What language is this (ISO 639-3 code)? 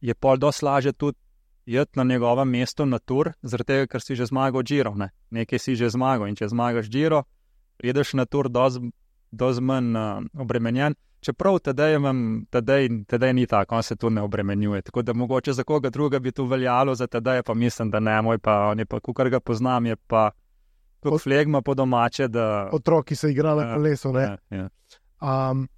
slv